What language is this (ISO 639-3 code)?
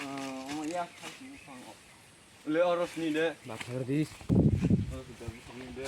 trp